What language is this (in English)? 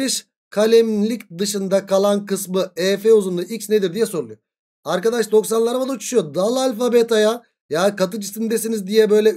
Turkish